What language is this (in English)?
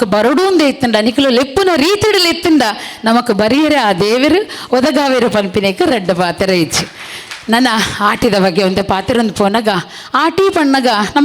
Tulu